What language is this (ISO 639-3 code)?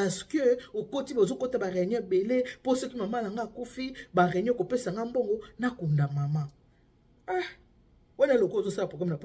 lin